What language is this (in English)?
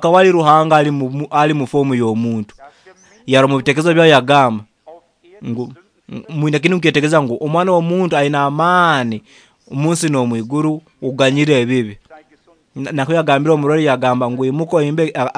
Nyoro